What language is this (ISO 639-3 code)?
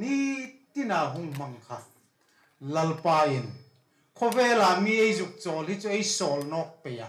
hmr